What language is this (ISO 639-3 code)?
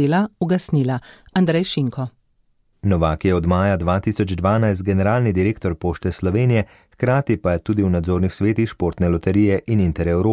slv